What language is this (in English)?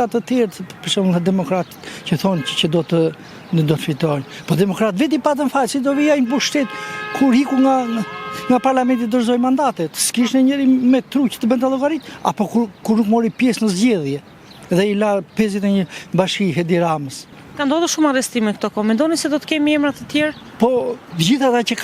Albanian